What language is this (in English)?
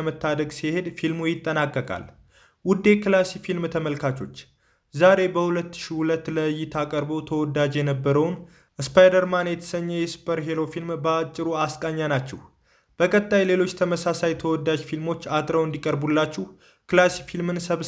Amharic